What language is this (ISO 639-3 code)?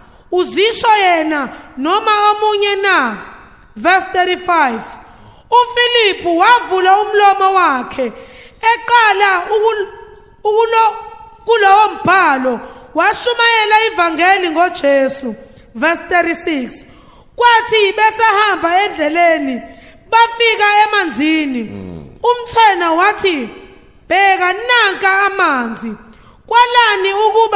zul